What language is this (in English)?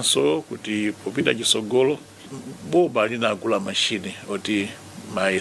Nyanja